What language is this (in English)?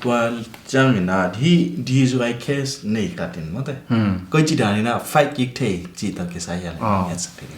Tedim Chin